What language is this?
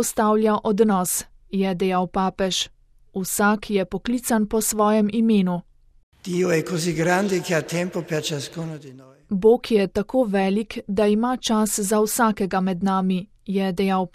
Slovenian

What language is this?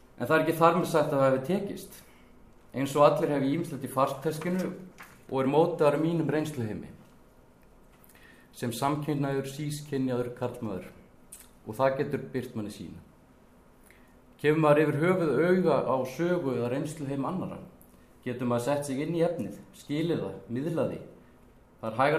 Icelandic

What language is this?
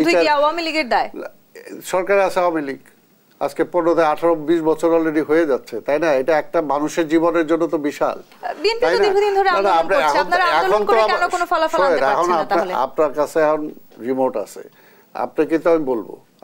Bangla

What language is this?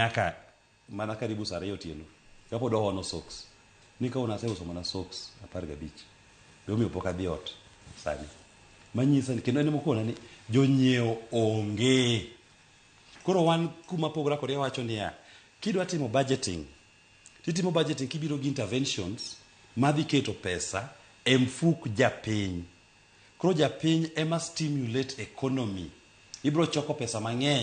Luo (Kenya and Tanzania)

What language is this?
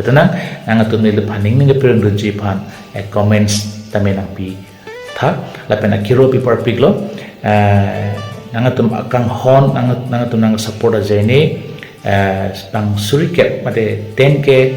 Karbi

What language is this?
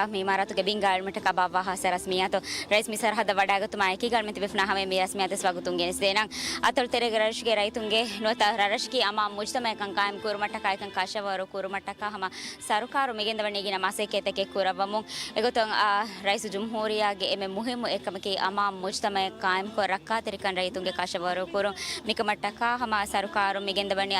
Divehi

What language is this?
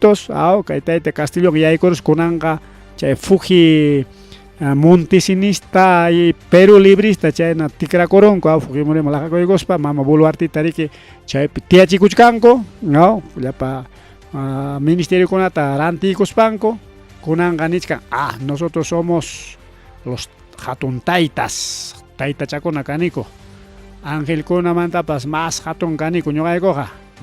Ayacucho Quechua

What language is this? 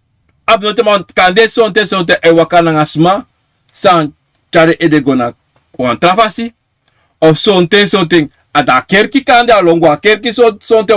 Sranan Tongo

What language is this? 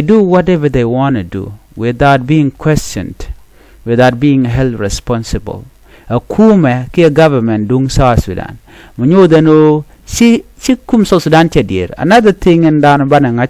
Nuer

